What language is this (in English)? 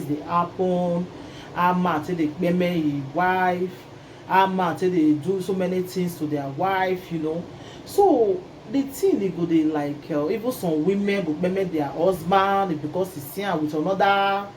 Nigerian Pidgin